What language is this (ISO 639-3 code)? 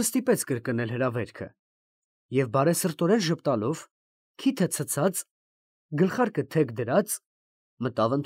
hye